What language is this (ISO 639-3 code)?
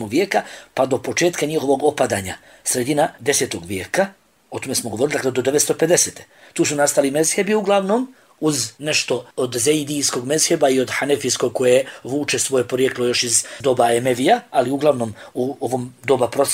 bos